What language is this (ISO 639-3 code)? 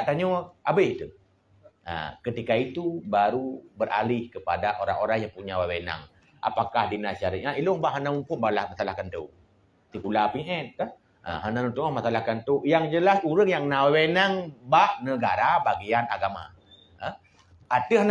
ace